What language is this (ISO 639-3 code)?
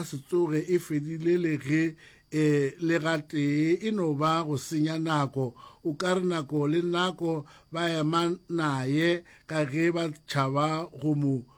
nso